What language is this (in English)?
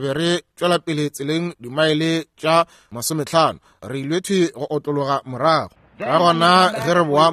Northern Sotho